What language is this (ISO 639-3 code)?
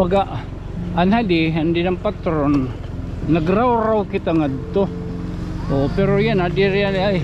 war